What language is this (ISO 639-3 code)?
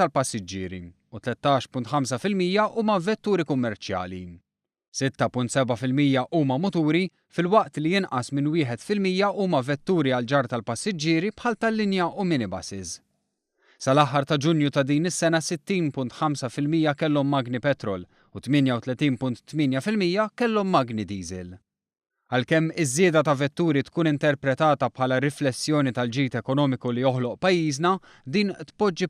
mlt